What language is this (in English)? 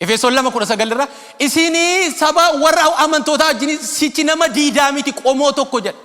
Oromo